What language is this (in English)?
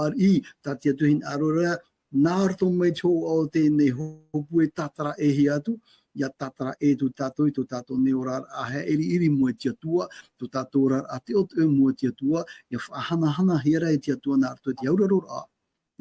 Tahitian